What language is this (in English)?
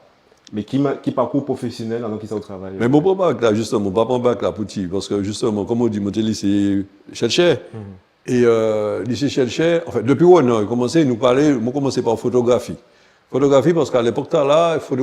Guadeloupean Creole French